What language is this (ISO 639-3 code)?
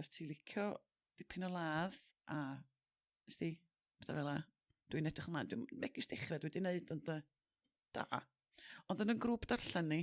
cym